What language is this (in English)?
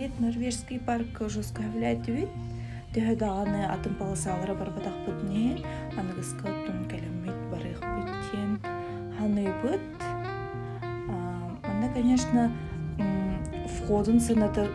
Yakut